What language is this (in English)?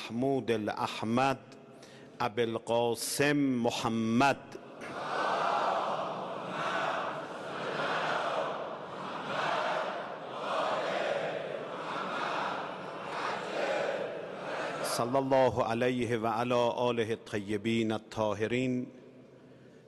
Urdu